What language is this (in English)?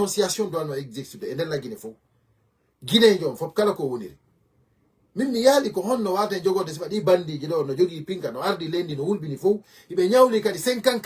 Fula